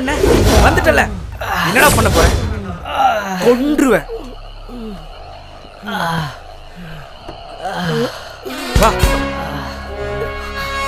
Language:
Tamil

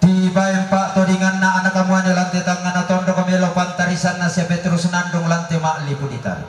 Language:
Toraja-Sa'dan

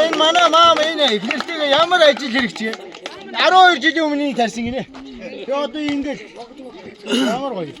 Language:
Mongolian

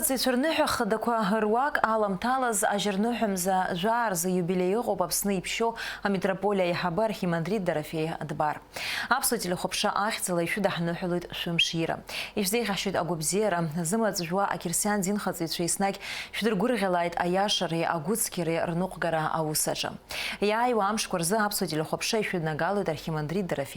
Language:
Abkhazian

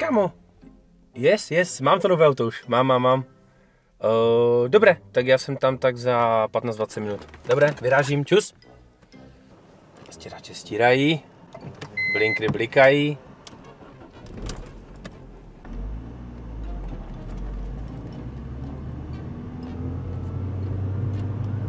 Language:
Czech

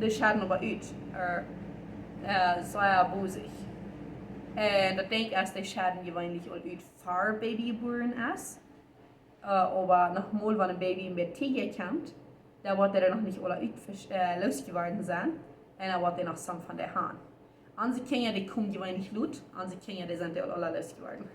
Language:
Plautdietsch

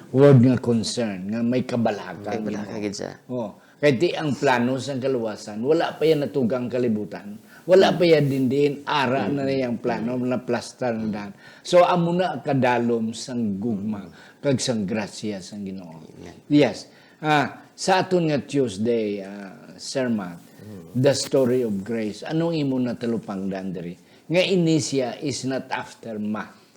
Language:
Hiligaynon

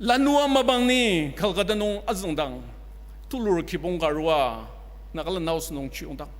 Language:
Ao Naga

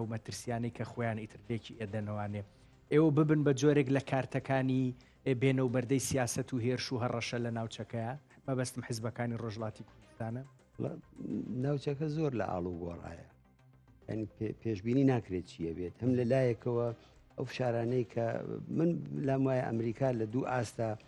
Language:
Central Kurdish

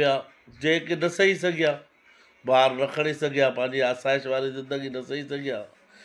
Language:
Sindhi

